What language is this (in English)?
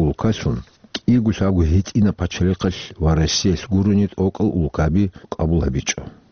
Avaric